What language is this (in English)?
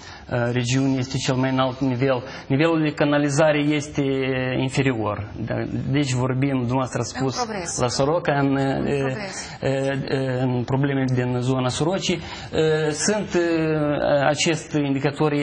Romanian